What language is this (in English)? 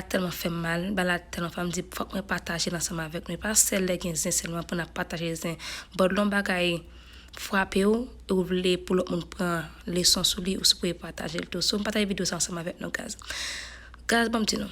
Haitian Creole